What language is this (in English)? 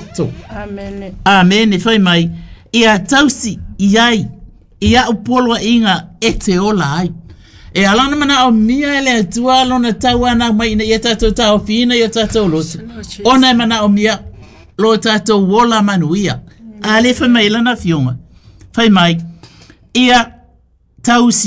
Samoan